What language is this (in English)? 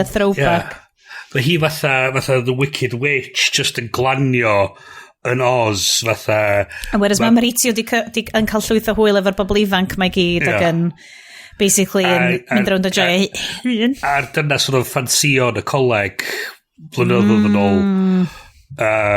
Welsh